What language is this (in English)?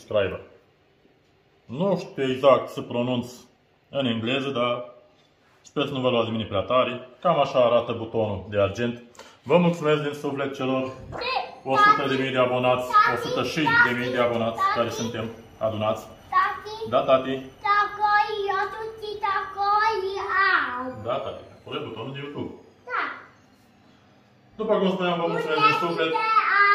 Romanian